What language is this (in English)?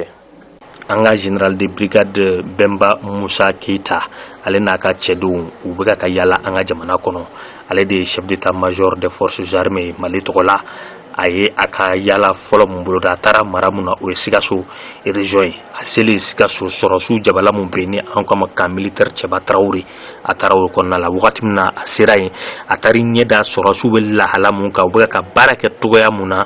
Bambara